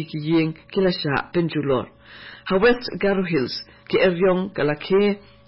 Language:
Khasi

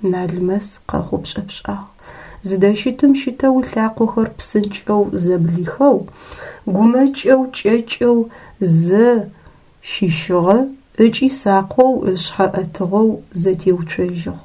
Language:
Adyghe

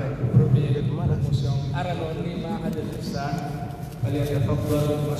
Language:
Pular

